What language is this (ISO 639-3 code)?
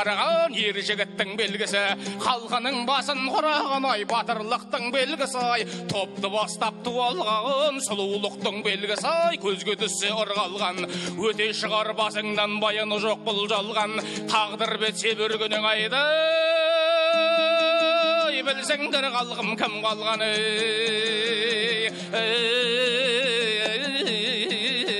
kaz